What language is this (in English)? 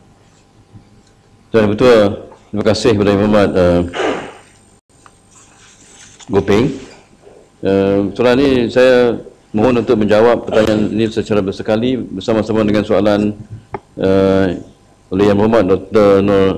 Malay